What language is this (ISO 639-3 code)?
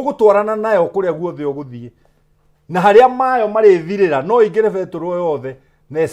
kik